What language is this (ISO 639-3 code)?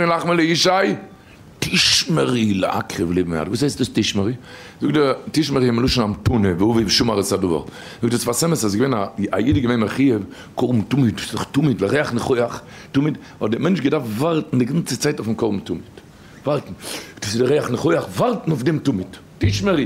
yid